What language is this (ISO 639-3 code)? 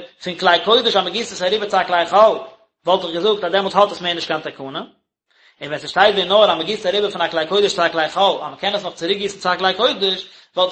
yid